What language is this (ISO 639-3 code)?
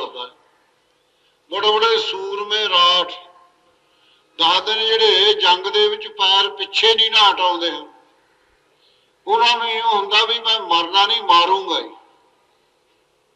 pan